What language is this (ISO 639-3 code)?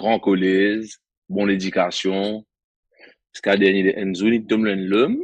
mfe